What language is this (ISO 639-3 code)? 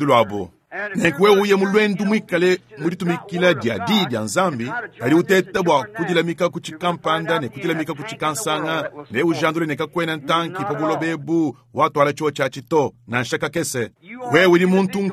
lua